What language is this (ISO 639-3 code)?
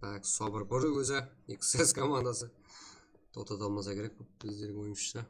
kaa